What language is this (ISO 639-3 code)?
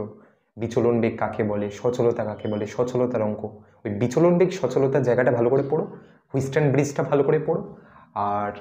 ben